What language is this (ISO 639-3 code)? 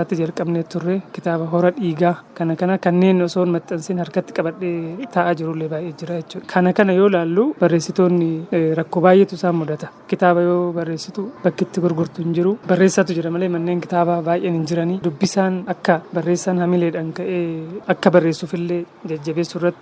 orm